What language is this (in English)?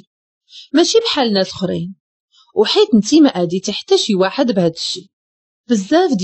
Moroccan Arabic